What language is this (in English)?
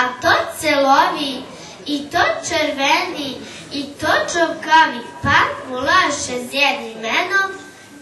Rusyn